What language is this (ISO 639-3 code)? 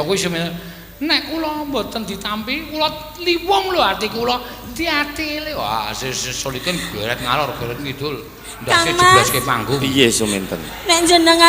jav